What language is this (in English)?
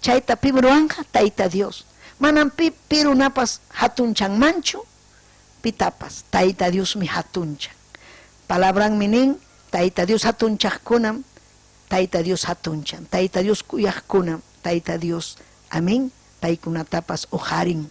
Ayacucho Quechua